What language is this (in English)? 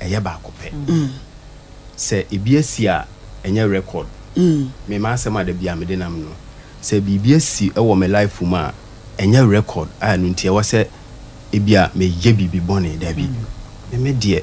Akan